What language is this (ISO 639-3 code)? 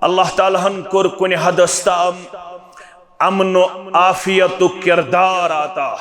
kas